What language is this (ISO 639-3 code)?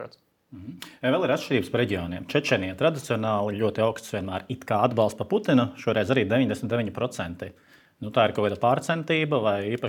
lav